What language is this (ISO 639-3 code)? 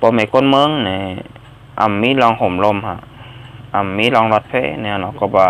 shn